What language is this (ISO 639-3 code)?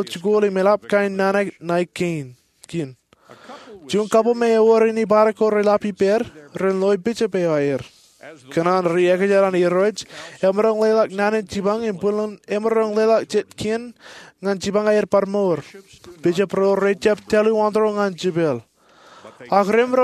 mah